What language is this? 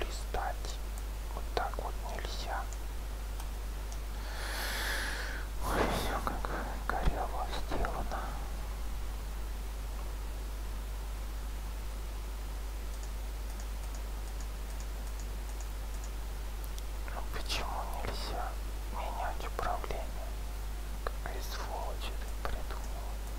Russian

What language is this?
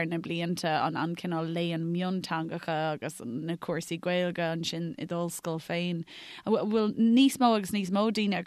Irish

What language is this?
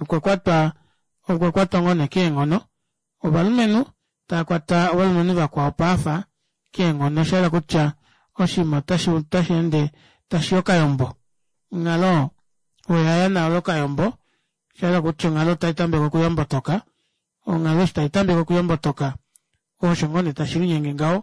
Kuanyama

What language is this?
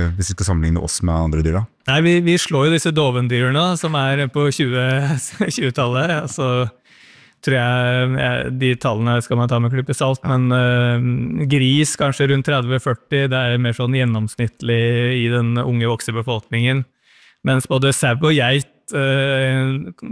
Norwegian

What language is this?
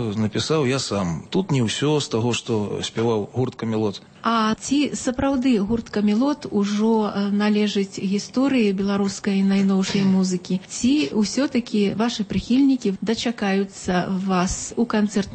Belarusian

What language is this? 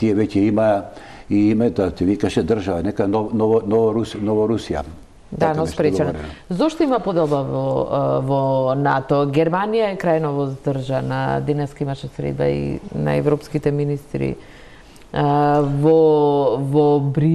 Macedonian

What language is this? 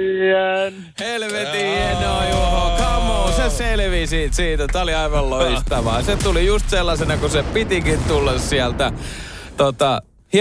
Finnish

